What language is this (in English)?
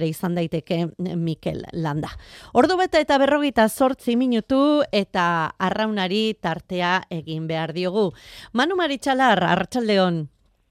Basque